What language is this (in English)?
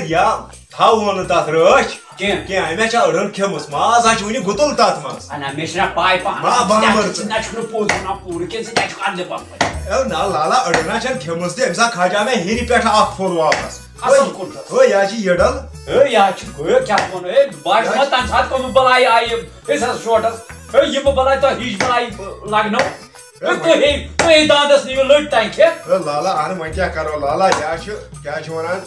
Kashmiri